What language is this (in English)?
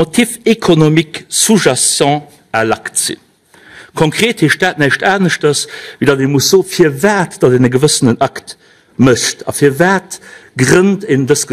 Luxembourgish